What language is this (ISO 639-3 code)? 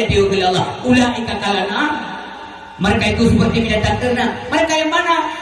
ace